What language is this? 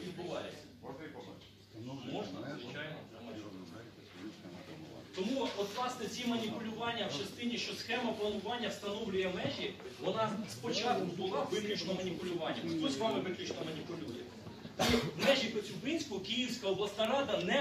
Ukrainian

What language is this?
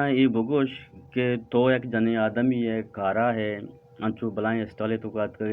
Eastern Balochi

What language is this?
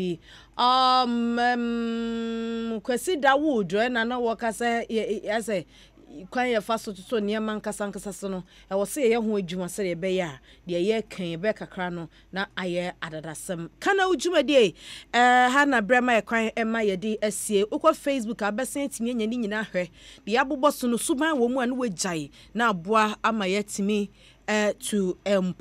Akan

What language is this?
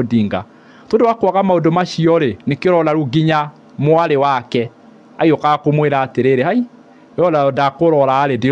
Kikuyu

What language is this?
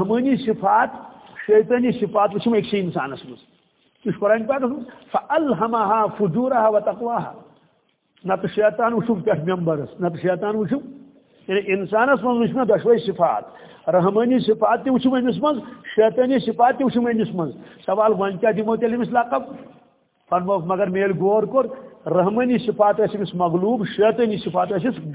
Kashmiri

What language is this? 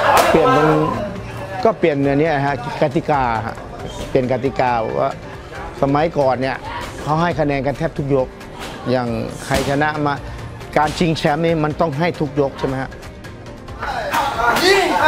Thai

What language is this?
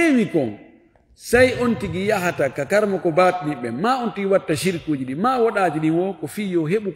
Fula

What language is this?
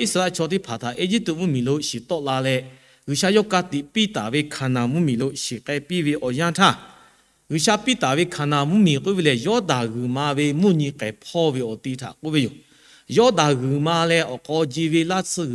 Lahu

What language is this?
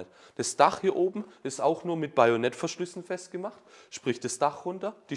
German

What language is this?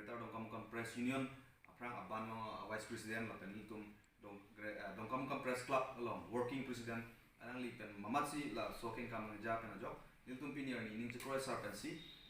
Karbi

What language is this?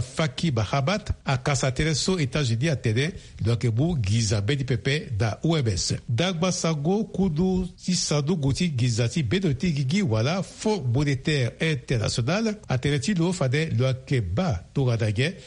Sango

